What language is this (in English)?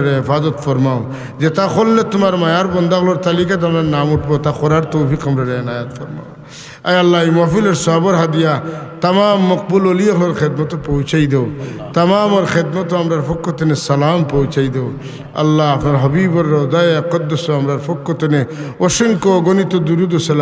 Sylheti